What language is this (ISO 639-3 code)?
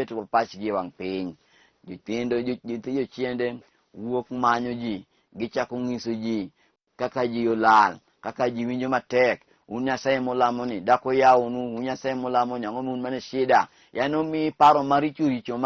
luo